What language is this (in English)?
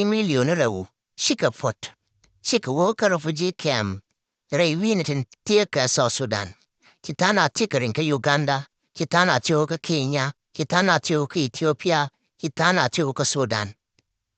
Nuer